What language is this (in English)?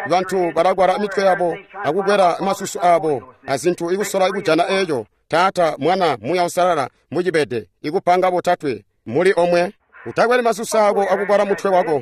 Tonga (Zambia)